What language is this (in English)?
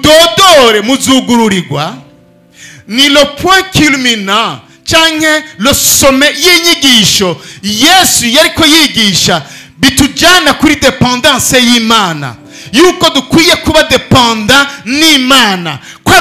Rundi